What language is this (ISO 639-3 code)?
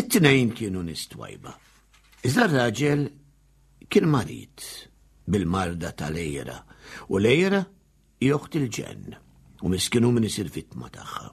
mlt